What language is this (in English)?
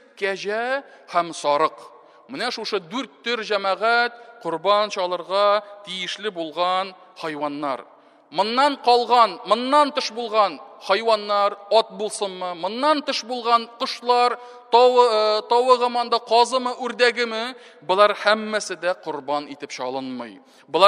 Tatar